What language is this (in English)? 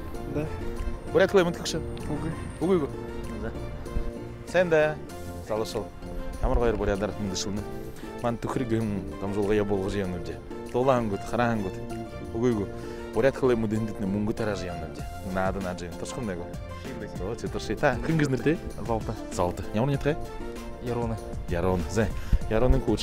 Buriat